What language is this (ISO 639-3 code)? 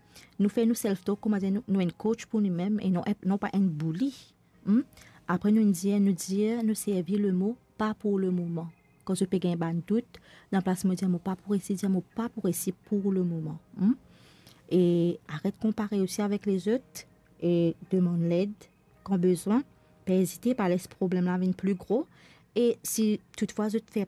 mfe